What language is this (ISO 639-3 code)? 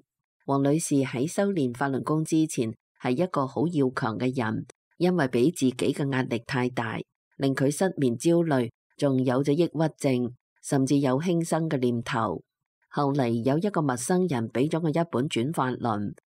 yue